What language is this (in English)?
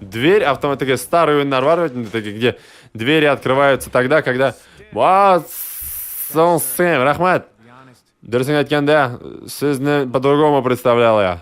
Tatar